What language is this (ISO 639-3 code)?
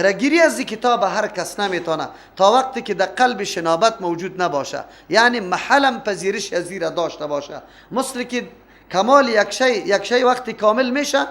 fas